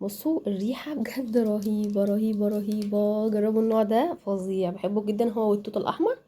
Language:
Egyptian Arabic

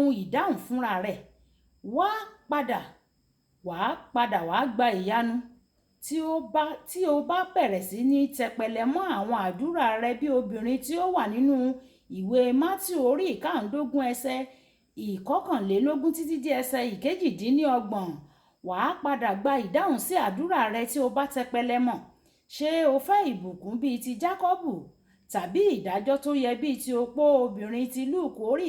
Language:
Yoruba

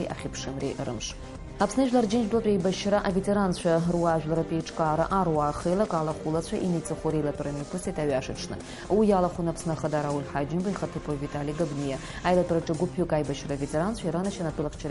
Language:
Abkhazian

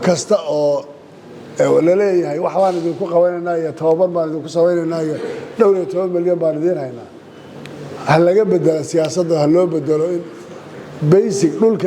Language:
Somali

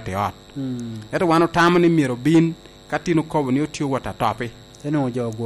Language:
Lango (Uganda)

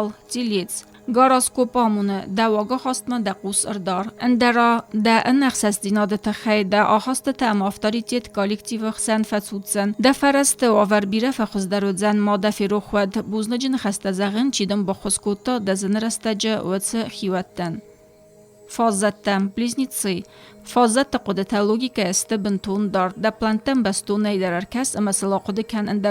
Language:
Ossetic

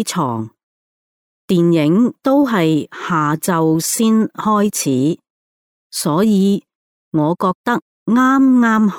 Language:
Cantonese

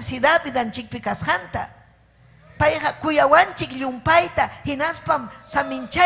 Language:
Ayacucho Quechua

